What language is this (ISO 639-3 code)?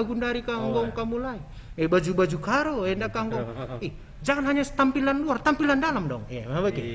btx